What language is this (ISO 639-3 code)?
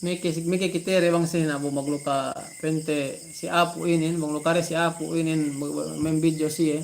yka